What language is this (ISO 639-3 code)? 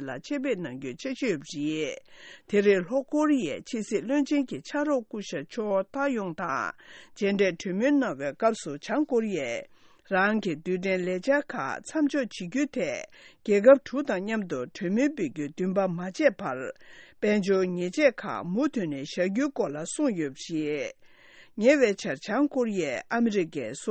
bod